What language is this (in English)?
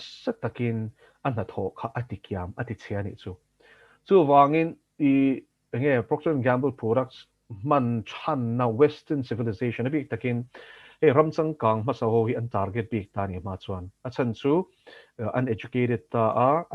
Mizo